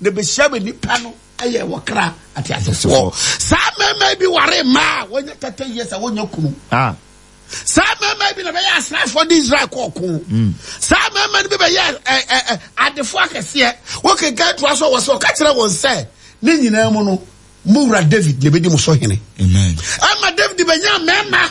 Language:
Akan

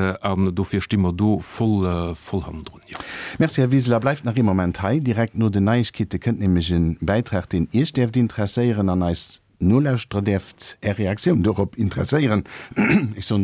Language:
Luxembourgish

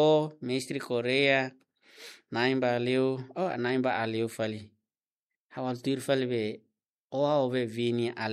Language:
Tetum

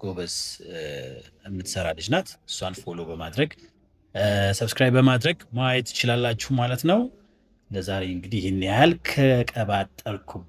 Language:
Amharic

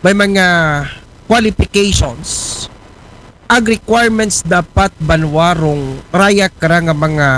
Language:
Aklanon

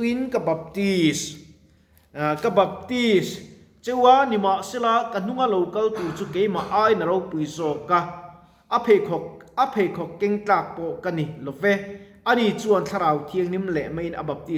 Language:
Mizo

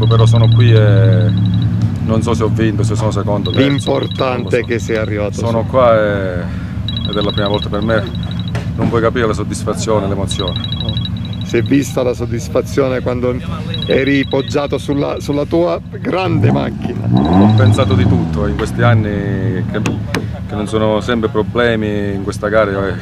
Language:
Italian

